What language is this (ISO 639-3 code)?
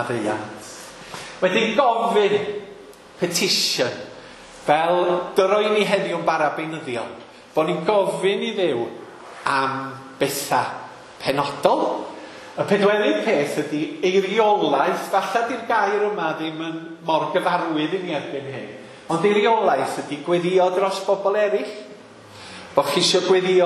cym